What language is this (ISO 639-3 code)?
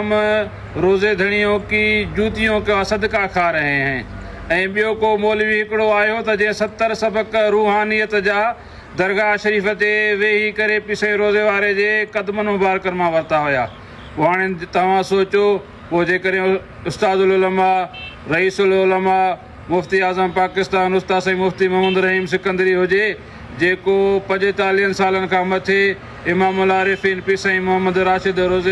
snd